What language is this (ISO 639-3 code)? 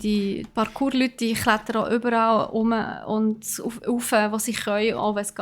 gsw